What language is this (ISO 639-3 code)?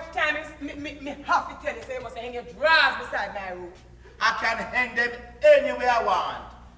jam